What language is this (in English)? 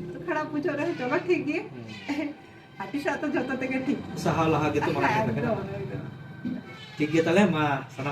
Santali